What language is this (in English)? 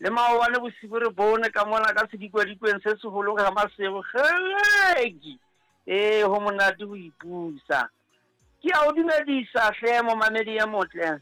Southern Sotho